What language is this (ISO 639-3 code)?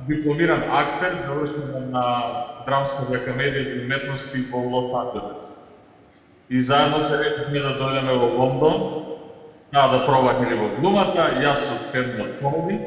mkd